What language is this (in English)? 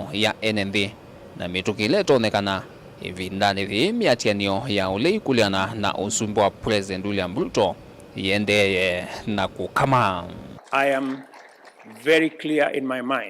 Kamba